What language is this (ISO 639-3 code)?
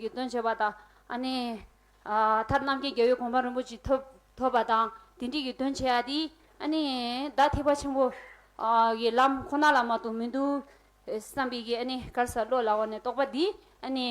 bod